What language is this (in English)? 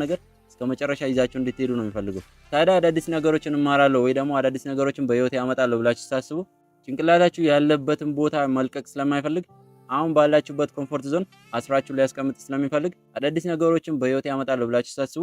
Amharic